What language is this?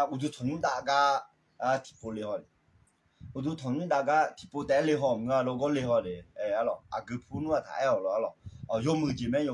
Akha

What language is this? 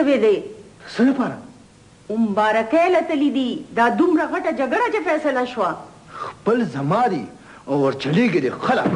Pashto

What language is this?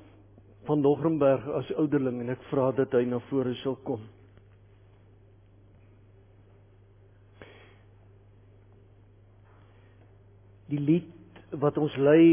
Afrikaans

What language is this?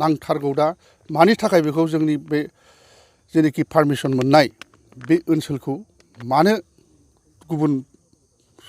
Bodo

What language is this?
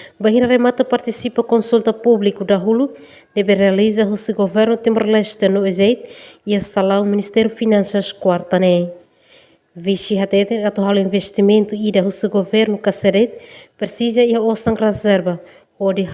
Tetum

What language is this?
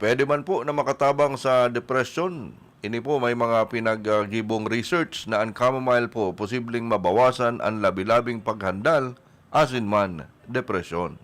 Bikol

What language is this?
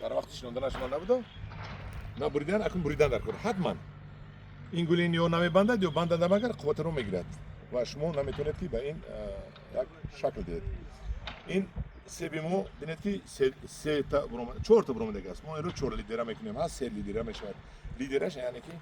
Tajik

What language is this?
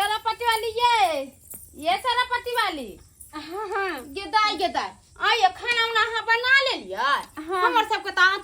Maithili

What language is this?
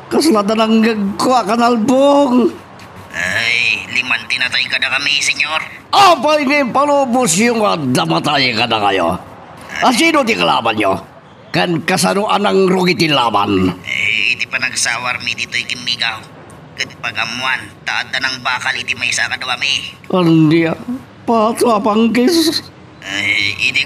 Iloko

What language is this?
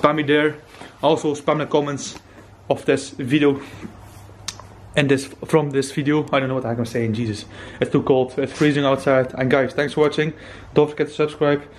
English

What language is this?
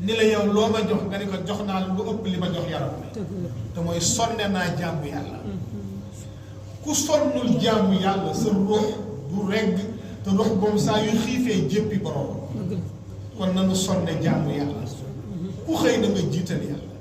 Wolof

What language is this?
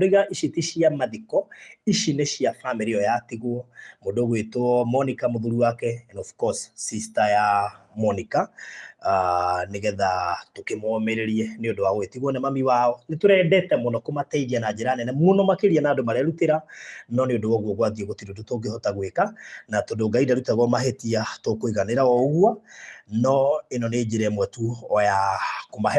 Kikuyu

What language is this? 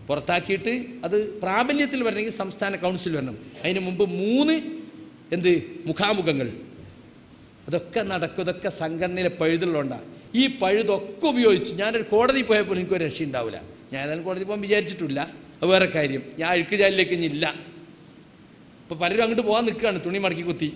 Malayalam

